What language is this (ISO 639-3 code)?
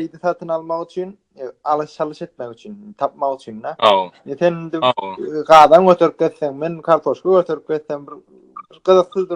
tuk